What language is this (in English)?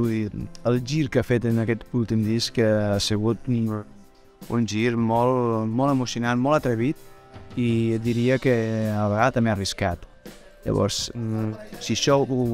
Catalan